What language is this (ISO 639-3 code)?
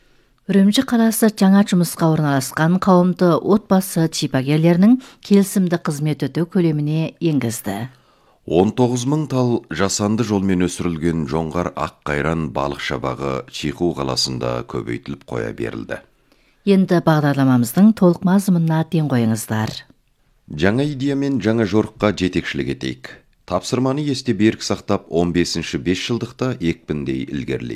kaz